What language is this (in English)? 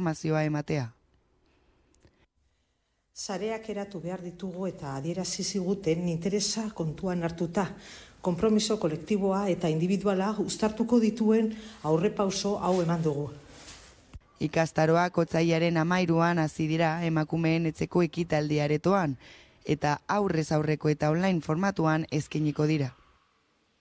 Basque